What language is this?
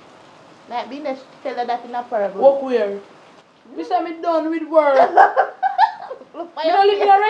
Jamaican Creole English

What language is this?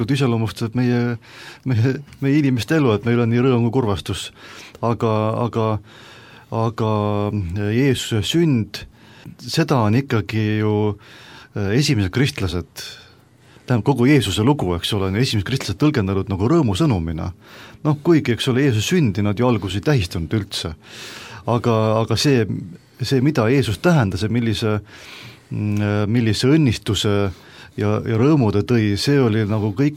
Estonian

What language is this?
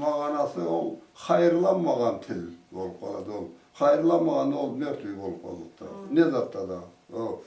Karachay-Balkar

